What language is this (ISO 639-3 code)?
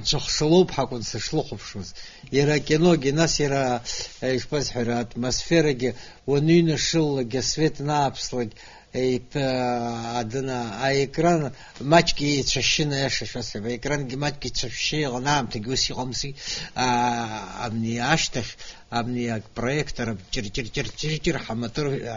abk